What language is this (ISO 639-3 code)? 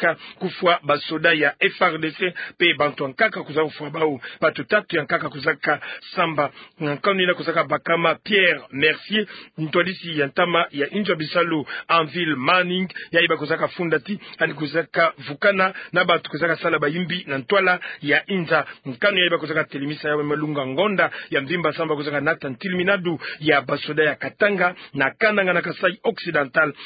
ktu